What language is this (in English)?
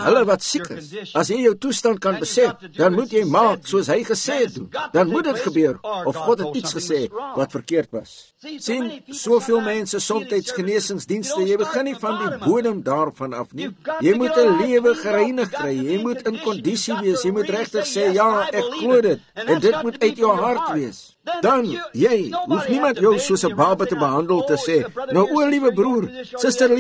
Afrikaans